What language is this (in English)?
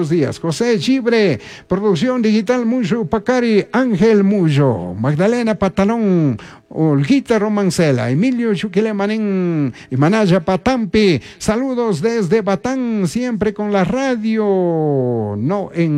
Chimborazo Highland Quichua